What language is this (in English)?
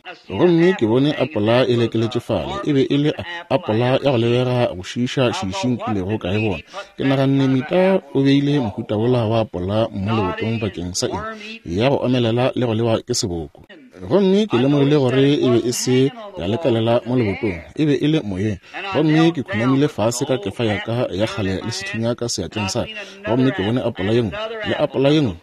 Northern Sotho